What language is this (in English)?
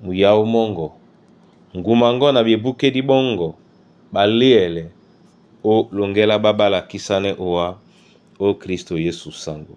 Duala